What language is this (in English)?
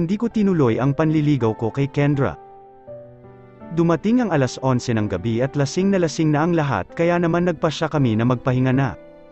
Filipino